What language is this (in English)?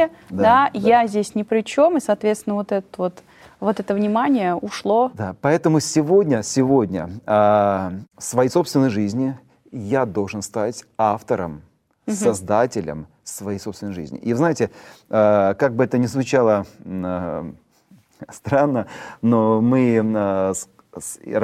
Russian